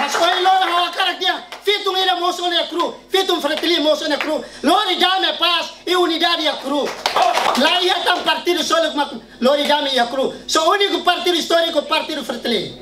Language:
Tetum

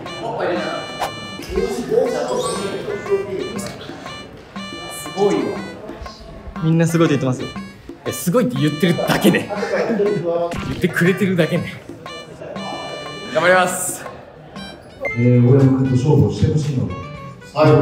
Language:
Japanese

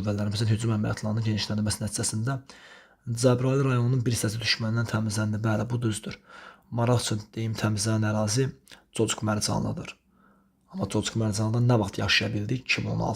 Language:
Azerbaijani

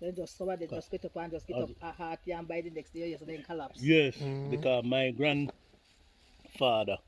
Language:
Jamaican Creole English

